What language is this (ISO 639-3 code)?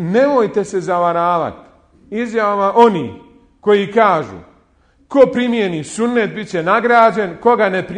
bos